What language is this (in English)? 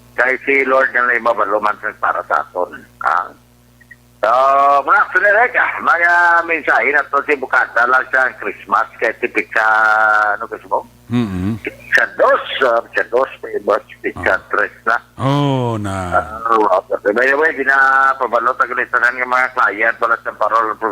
Hiligaynon